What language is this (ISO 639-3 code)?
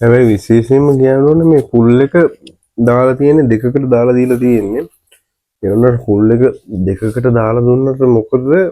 sin